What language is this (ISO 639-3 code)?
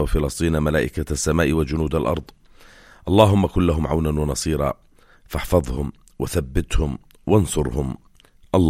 apc